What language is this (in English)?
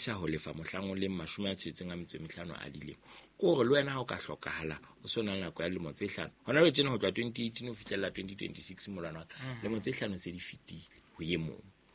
Southern Sotho